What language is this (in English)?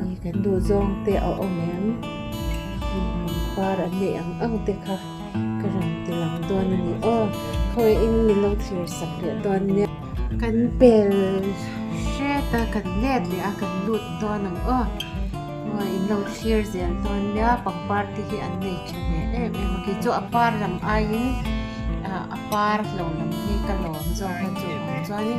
Mizo